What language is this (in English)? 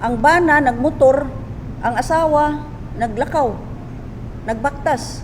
Cebuano